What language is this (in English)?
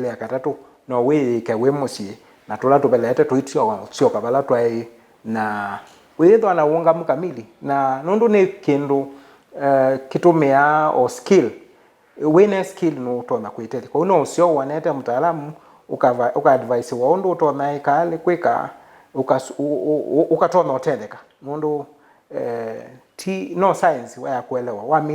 Kamba